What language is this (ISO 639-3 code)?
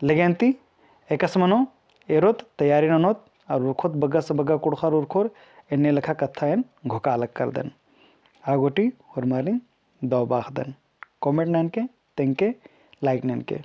kru